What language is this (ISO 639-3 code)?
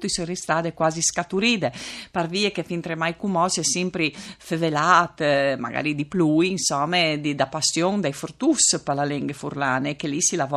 fur